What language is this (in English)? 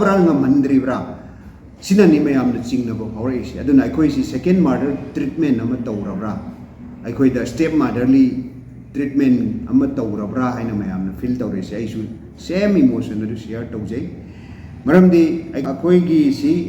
Manipuri